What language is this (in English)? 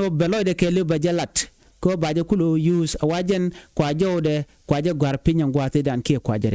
Nuer